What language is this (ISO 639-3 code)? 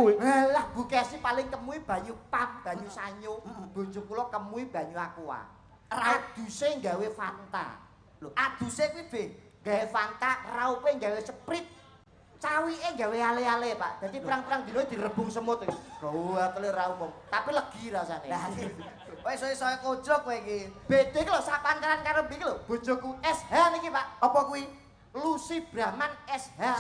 jav